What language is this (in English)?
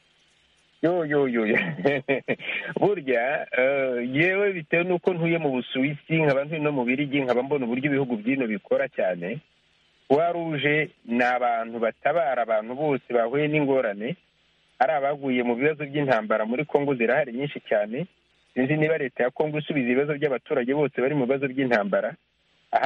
Kinyarwanda